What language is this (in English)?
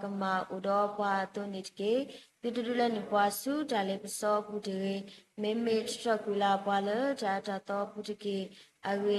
S'gaw Karen